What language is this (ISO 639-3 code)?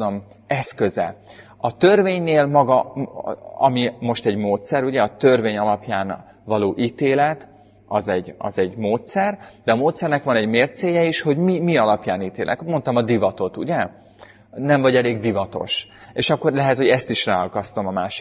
hun